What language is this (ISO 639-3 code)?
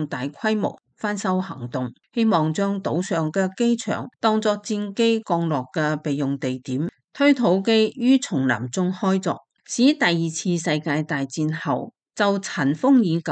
yue